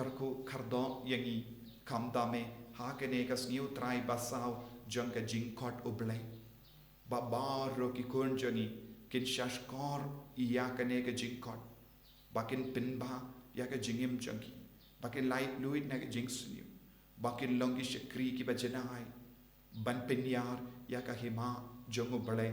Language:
Khasi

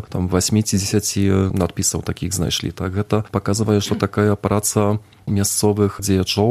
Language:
Belarusian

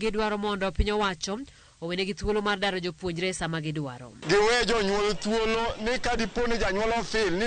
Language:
Luo (Kenya and Tanzania)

